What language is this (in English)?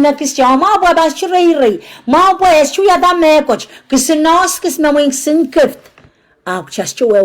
Pohnpeian